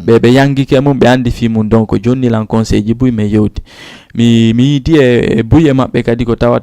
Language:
Fula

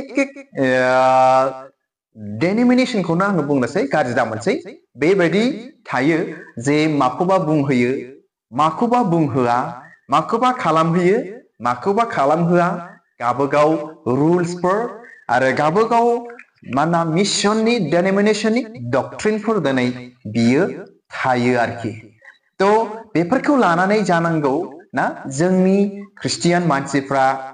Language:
Bodo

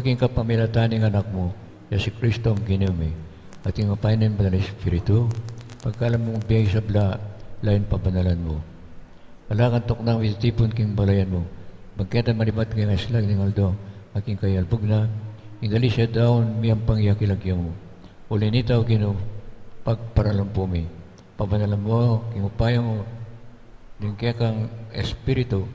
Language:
Pampanga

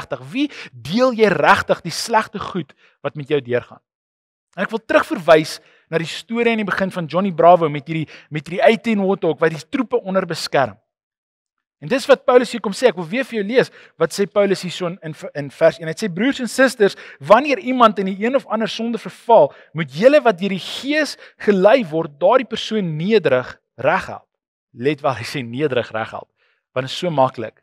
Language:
Afrikaans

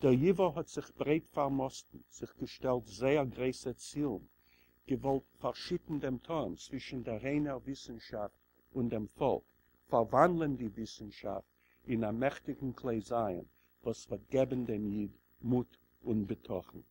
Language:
Yiddish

